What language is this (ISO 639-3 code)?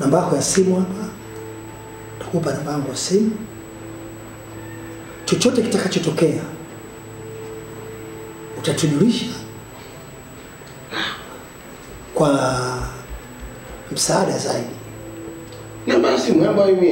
swa